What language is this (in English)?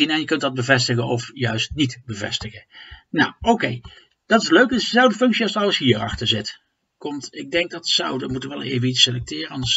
Dutch